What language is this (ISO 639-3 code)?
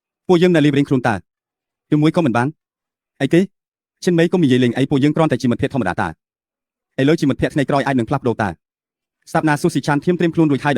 khm